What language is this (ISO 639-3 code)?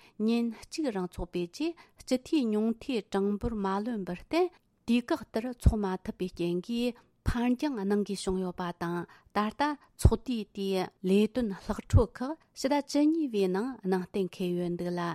bod